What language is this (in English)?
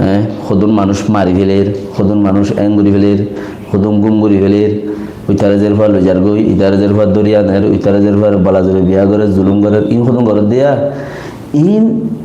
Rohingya